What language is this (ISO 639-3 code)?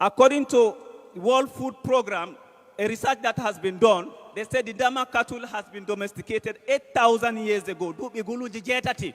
ful